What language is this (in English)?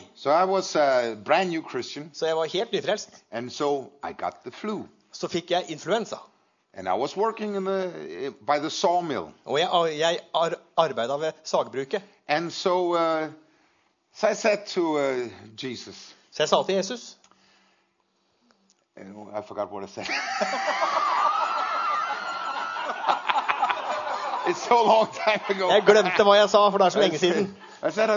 Norwegian